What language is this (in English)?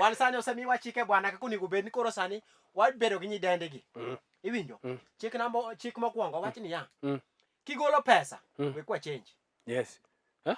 Luo (Kenya and Tanzania)